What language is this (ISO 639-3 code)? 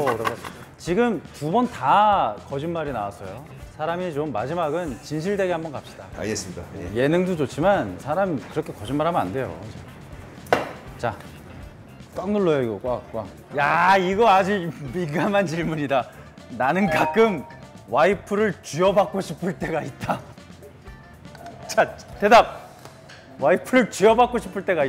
kor